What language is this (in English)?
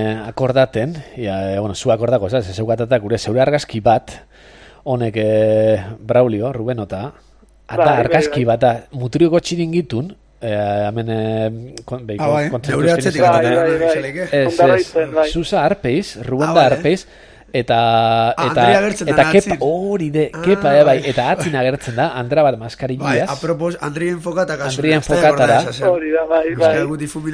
Basque